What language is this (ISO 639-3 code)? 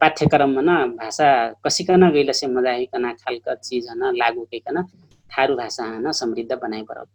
thl